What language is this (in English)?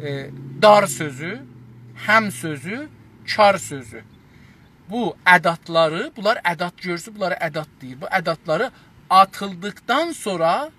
South Azerbaijani